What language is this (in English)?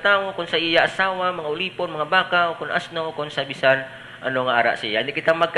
Hiligaynon